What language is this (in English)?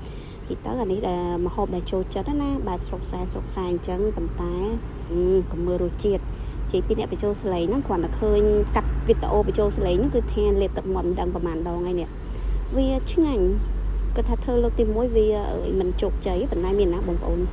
Khmer